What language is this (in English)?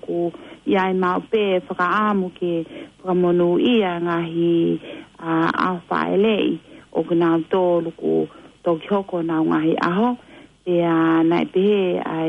Tongan